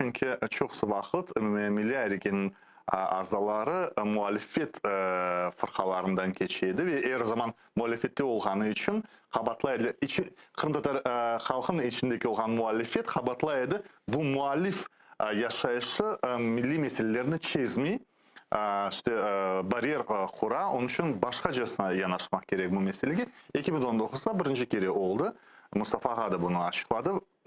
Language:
Crimean Tatar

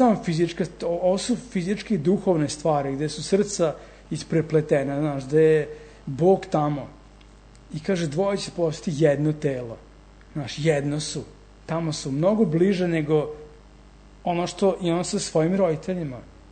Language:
Serbian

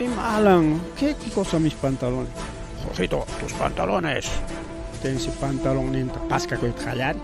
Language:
Ayacucho Quechua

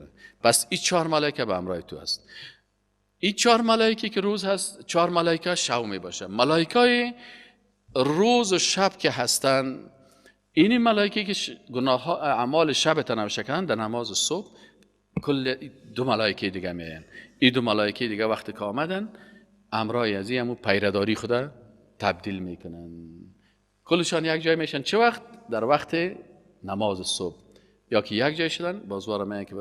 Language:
Persian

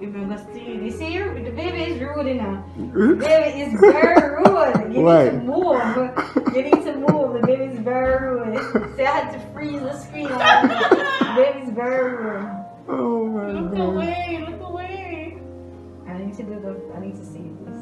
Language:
Jamaican Creole English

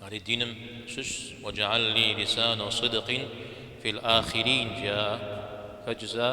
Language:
Kabardian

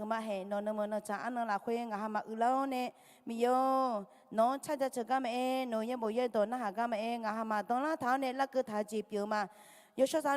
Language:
Akha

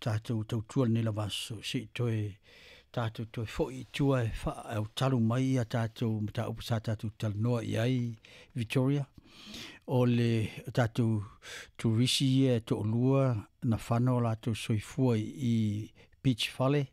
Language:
Samoan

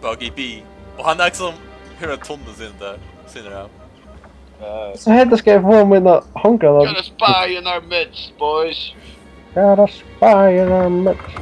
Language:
Faroese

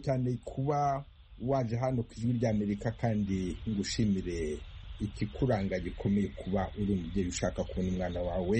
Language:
Kinyarwanda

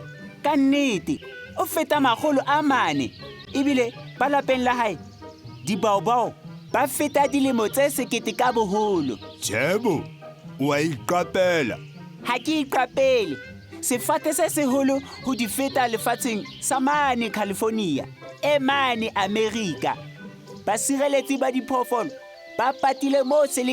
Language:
Southern Sotho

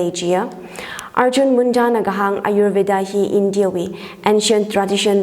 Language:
Tangkhul Naga (India)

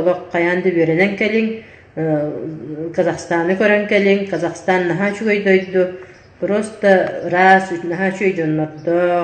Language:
Yakut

